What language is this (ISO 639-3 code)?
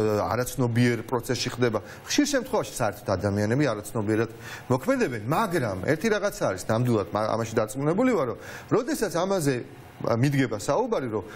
kat